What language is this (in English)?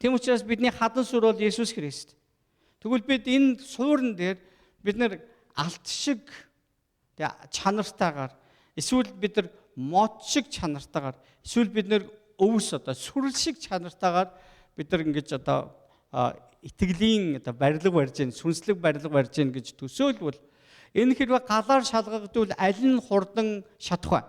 Mongolian